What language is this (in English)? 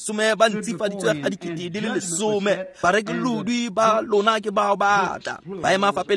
Tswana